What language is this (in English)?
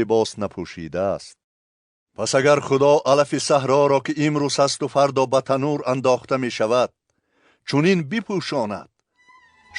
Tajik